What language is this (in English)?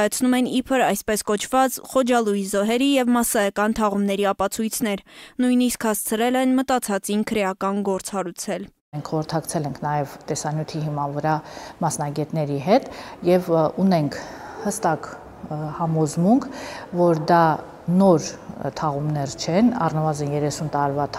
Armenian